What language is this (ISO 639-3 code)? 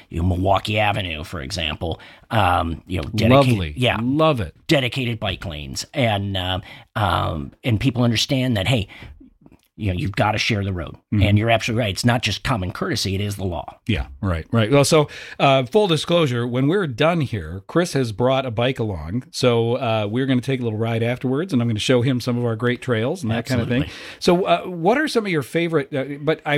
eng